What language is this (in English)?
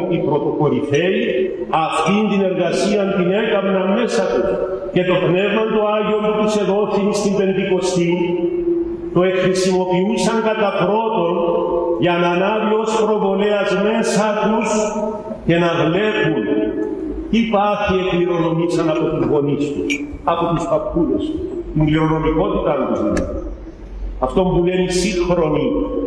Greek